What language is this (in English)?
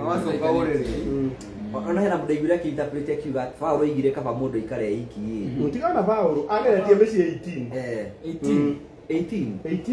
Kikuyu